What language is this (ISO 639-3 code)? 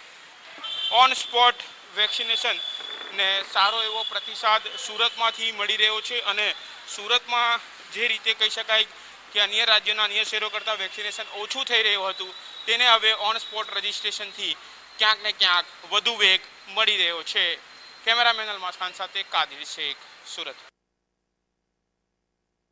guj